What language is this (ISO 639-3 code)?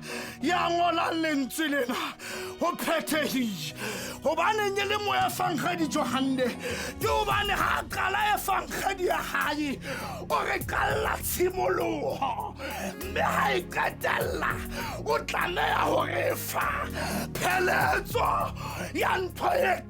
sot